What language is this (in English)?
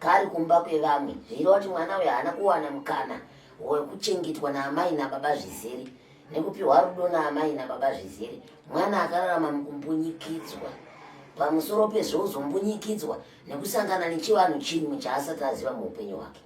Shona